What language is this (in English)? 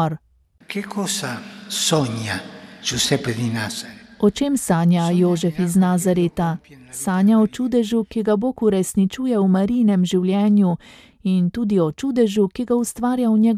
Slovenian